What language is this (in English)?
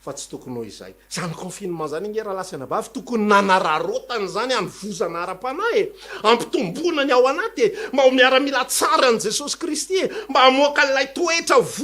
Malagasy